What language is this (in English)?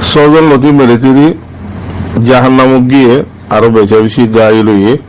Rohingya